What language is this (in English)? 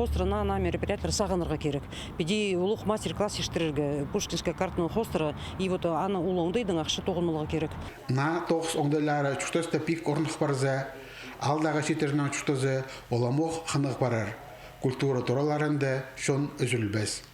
Khakas